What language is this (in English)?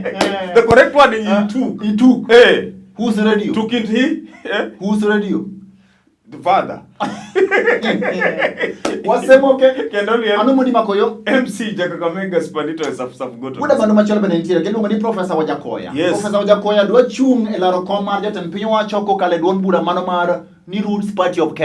Luo (Kenya and Tanzania)